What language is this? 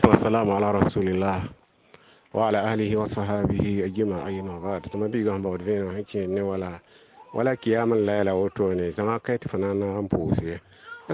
Mossi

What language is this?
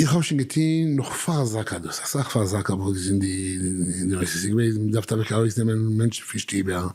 Yiddish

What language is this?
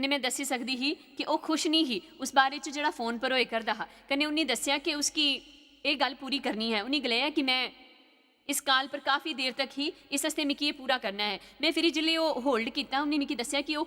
Dogri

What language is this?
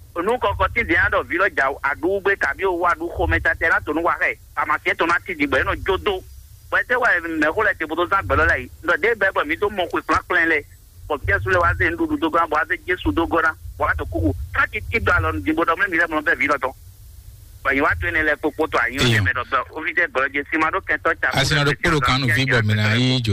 Fon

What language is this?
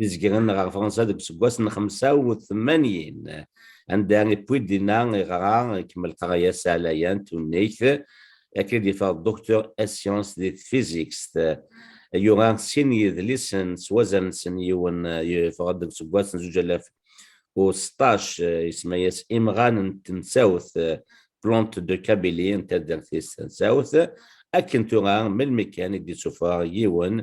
Kabyle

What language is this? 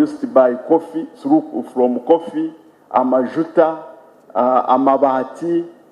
Nyankole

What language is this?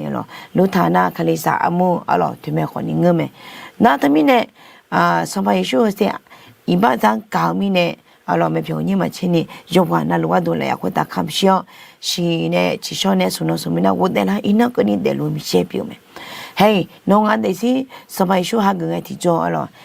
Akha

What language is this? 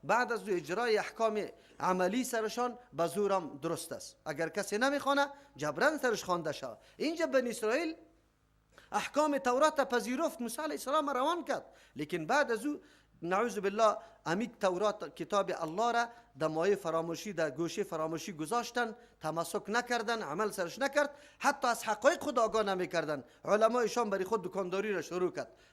Persian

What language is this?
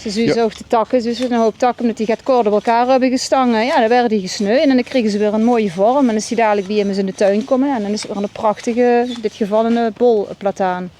Limburgish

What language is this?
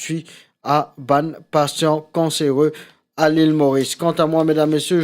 Morisyen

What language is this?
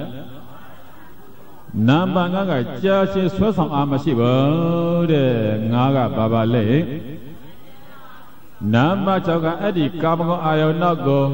Burmese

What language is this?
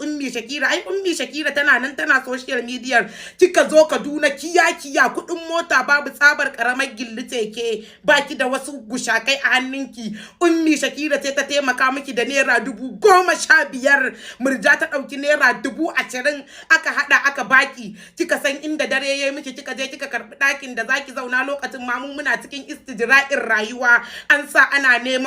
Hausa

